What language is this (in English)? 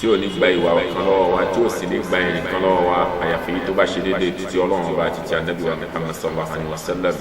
Yoruba